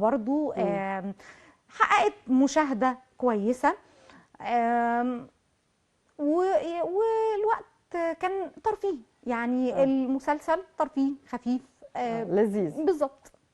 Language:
Egyptian Arabic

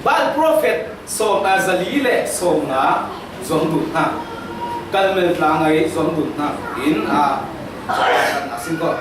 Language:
Falam Chin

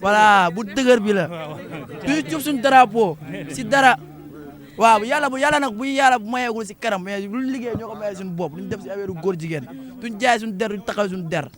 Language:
Wolof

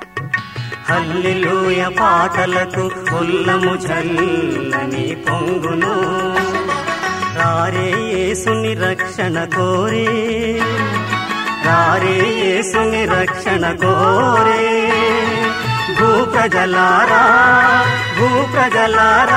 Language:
Telugu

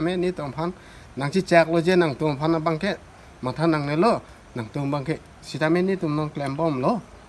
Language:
Karbi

